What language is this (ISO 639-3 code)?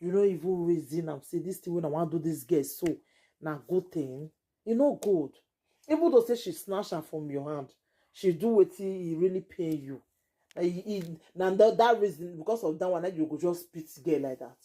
pcm